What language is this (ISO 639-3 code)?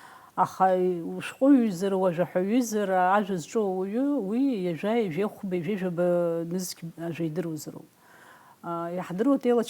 abk